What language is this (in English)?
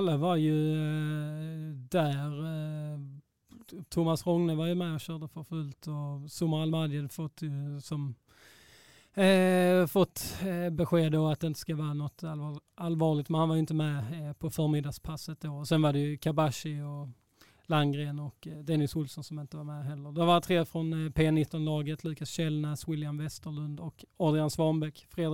Swedish